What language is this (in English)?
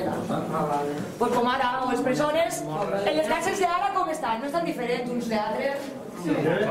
Catalan